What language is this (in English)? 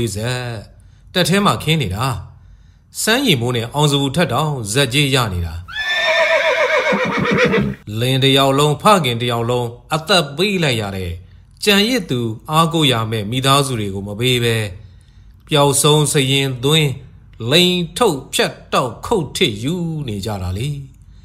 Burmese